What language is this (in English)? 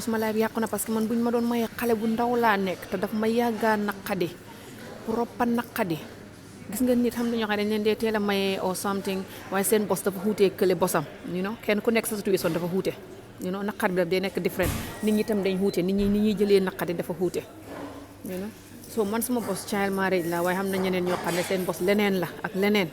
Wolof